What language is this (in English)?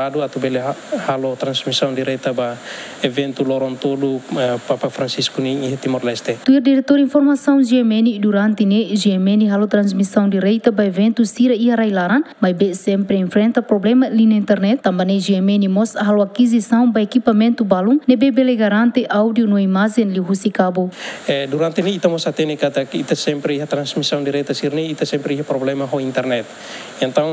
Tetum